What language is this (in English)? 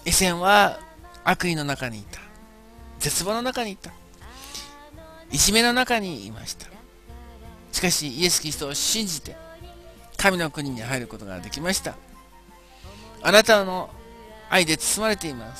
Japanese